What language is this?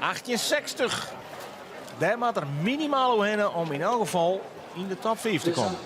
Western Frisian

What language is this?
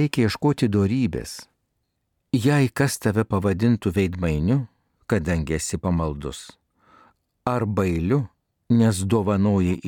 Lithuanian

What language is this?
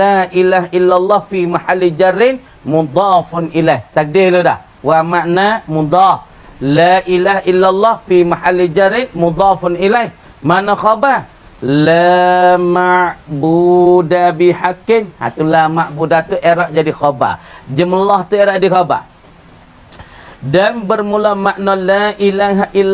Pattani Malay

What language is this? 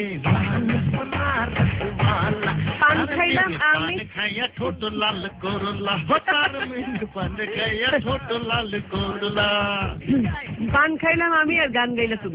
Bangla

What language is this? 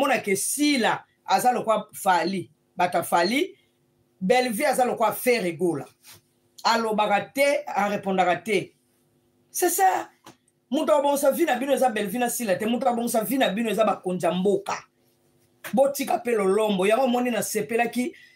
Lingala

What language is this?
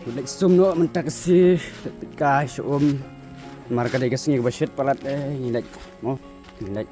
Khasi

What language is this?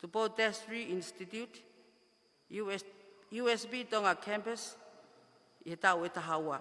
Tongan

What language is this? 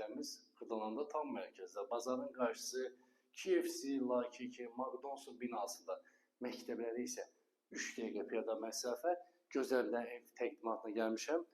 Azerbaijani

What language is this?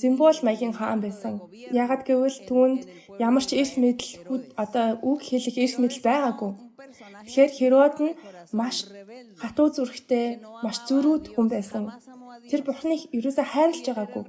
Mongolian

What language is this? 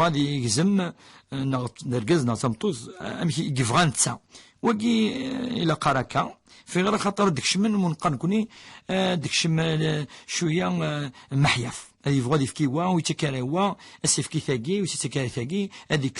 Kabyle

